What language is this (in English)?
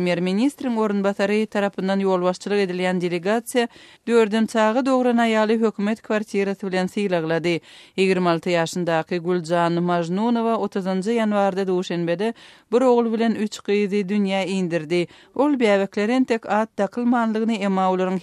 Turkmen